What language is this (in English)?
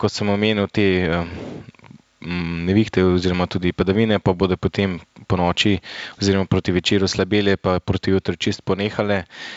Slovenian